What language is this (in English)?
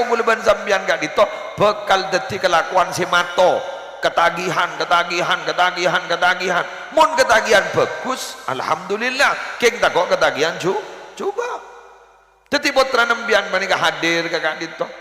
Madurese